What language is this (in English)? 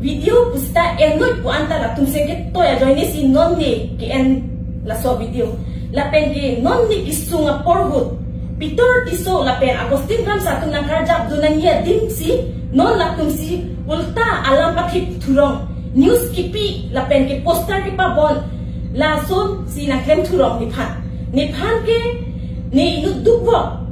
Karbi